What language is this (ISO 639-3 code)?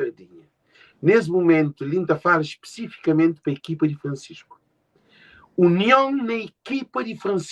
kea